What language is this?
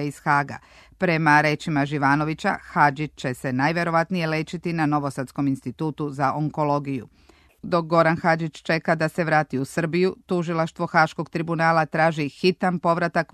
Serbian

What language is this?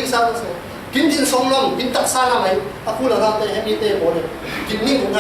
Falam Chin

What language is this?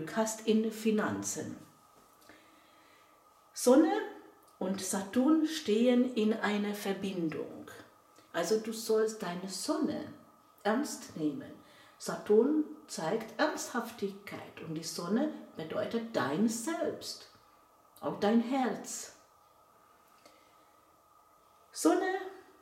German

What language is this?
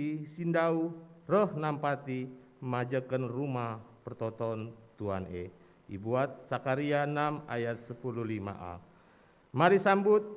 Batak Karo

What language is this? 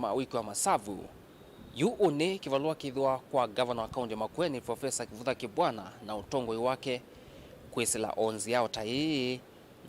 Kamba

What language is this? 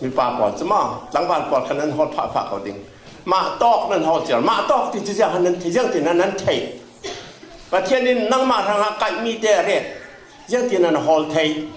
Falam Chin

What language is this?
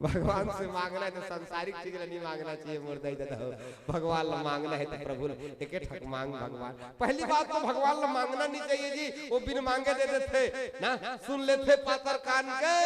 Chhattisgarhi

